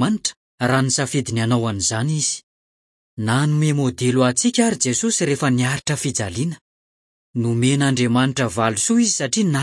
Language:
Malagasy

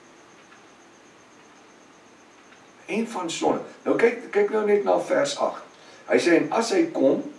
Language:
Afrikaans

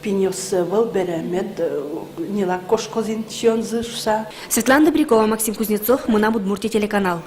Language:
Udmurt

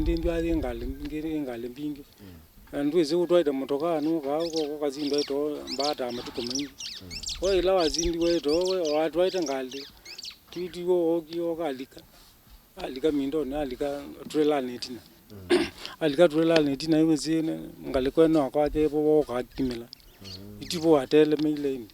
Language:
Kamba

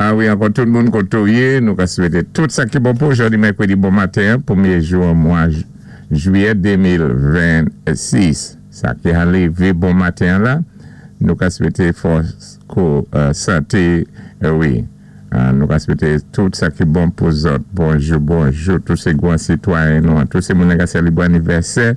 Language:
Saint Lucian Creole French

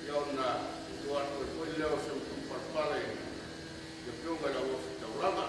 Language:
Samoan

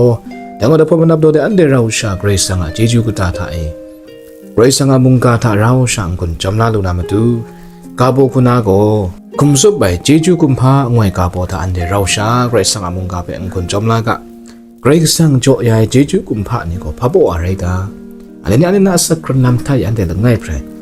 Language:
Kachin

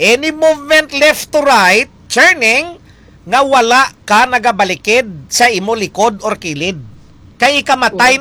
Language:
Hiligaynon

